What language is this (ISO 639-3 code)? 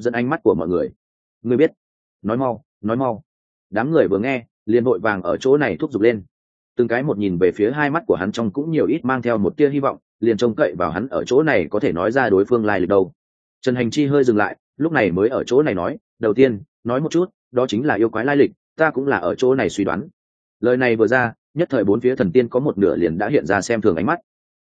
vie